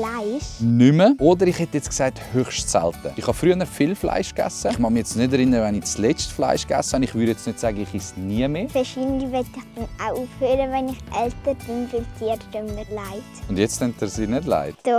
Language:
Swiss German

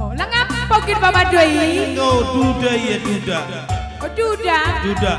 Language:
Batak Karo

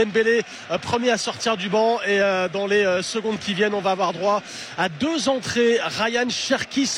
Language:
French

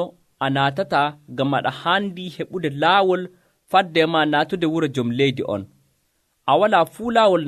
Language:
Nigerian Fulfulde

